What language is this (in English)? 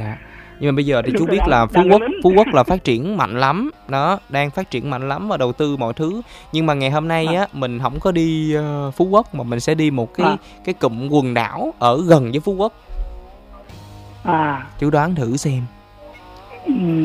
Vietnamese